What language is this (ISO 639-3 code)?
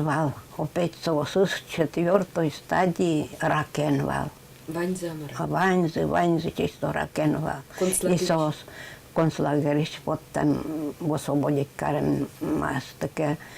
udm